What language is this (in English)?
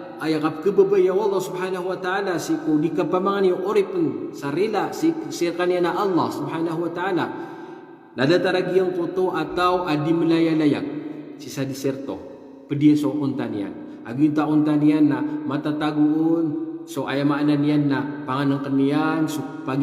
Maranao